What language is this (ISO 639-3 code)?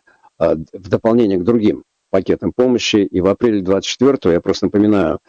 rus